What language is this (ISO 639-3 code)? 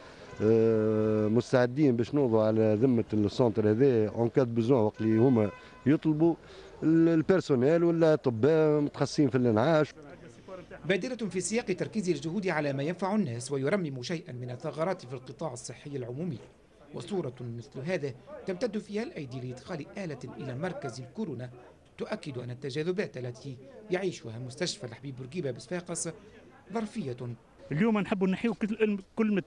aeb